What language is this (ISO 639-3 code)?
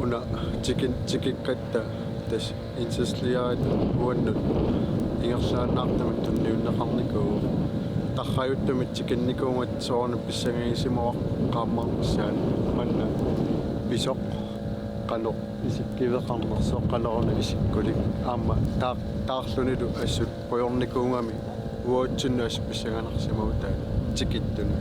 kal